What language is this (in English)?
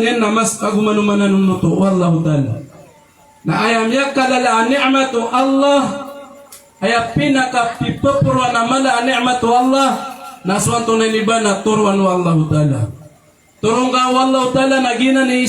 Maranao